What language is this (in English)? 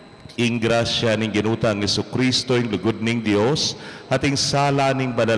Pampanga